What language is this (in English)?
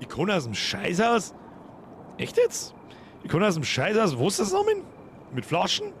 Bavarian